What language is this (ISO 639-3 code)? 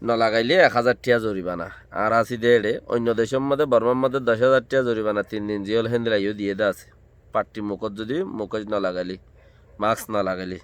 rhg